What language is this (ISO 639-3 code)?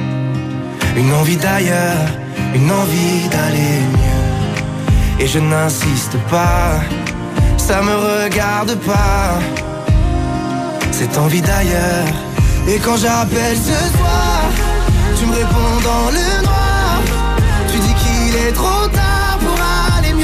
fra